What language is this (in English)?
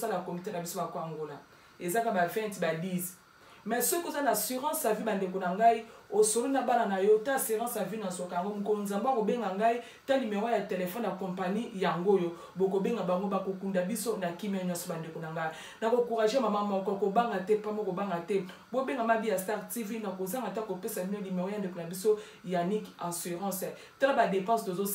Lingala